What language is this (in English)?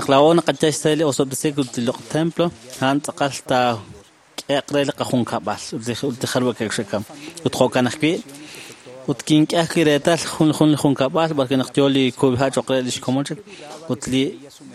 Kekchí